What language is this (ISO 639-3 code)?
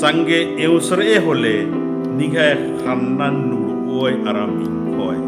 kru